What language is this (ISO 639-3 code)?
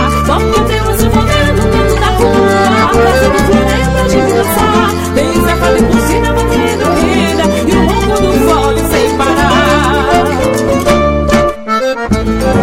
por